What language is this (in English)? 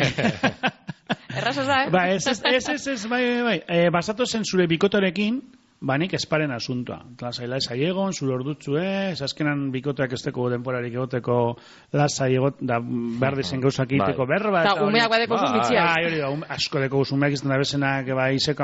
Basque